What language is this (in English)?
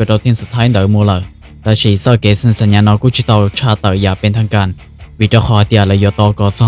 Hmong